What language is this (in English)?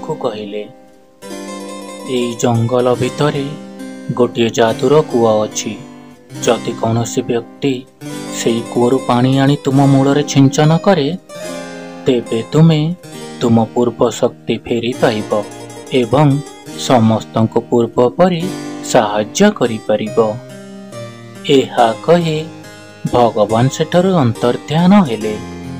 Odia